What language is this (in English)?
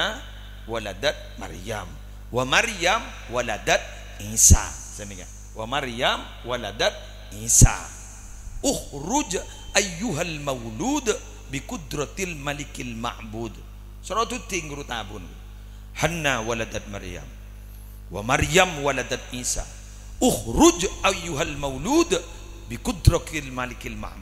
Madurese